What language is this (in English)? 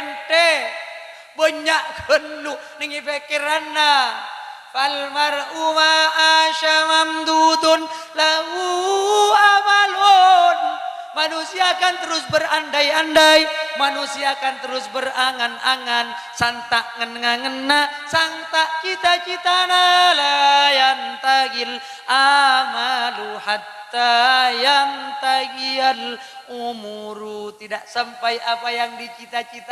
Madurese